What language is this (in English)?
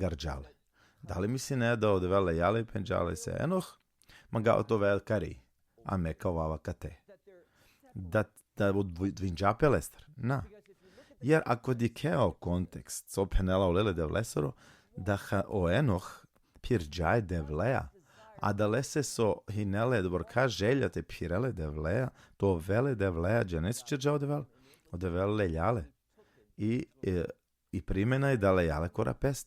Balkan Romani